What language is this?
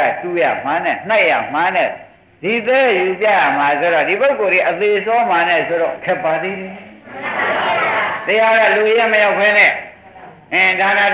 Burmese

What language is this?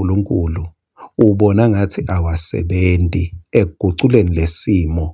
Swati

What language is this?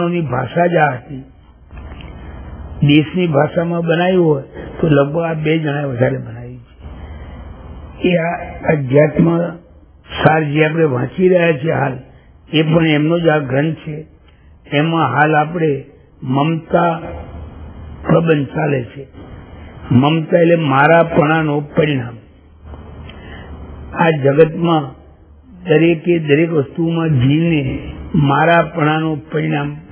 Gujarati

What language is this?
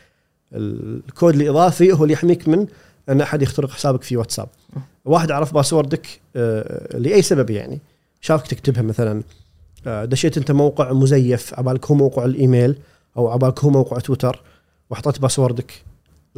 Gulf Arabic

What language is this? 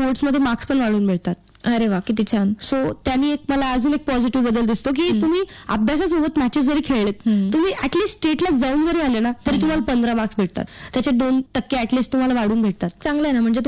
Marathi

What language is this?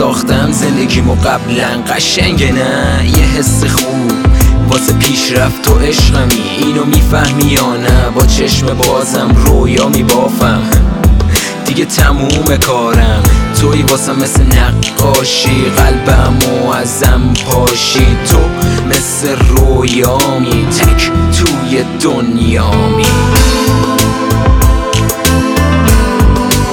Persian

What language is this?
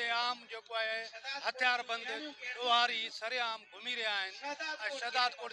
Sindhi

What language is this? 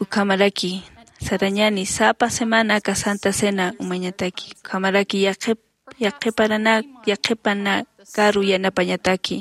Aymara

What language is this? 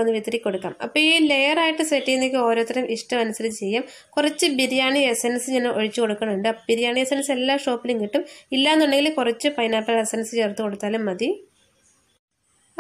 Malayalam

